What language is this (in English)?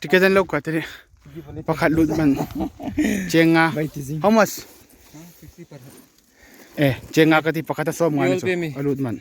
Hmar